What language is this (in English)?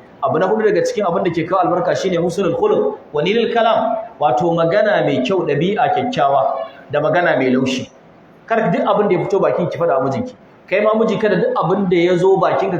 Hausa